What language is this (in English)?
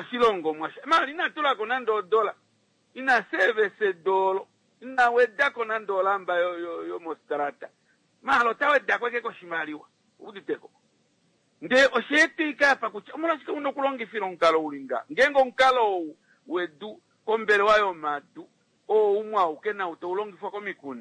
Kuanyama